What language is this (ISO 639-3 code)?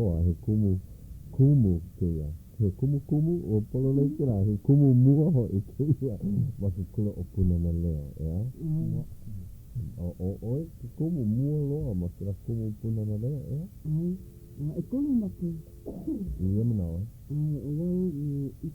haw